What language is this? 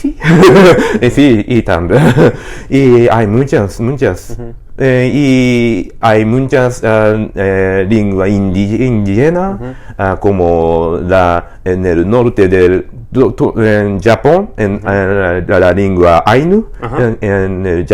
Ladino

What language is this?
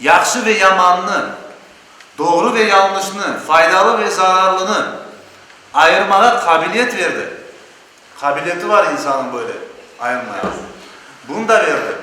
Crimean Tatar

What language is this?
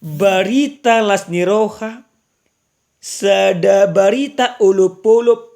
Batak Toba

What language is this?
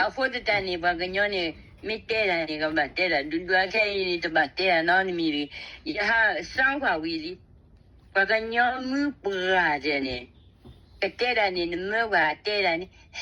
S'gaw Karen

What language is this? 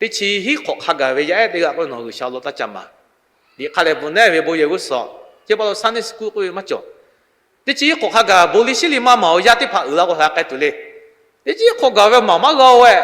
Lahu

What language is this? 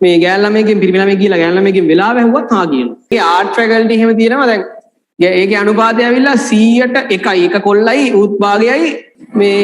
Sinhala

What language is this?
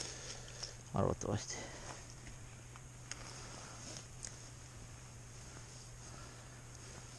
Estonian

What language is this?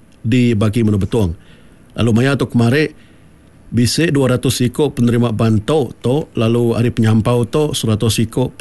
Iban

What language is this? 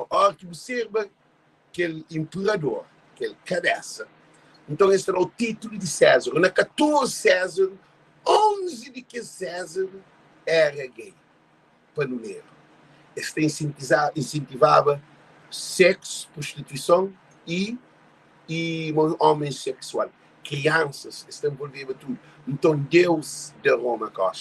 Kabuverdianu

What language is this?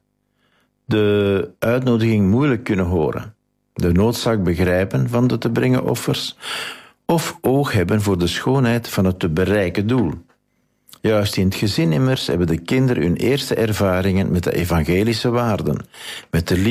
Dutch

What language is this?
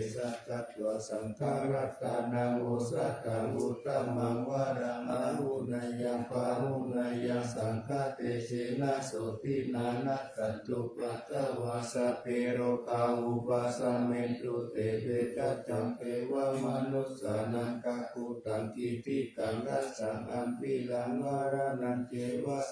Pali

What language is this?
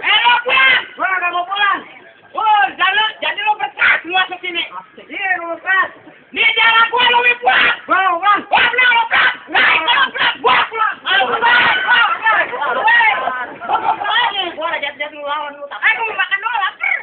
Betawi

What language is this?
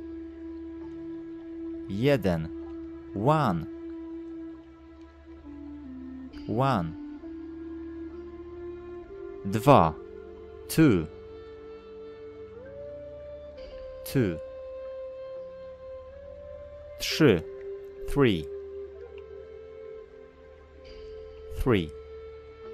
Polish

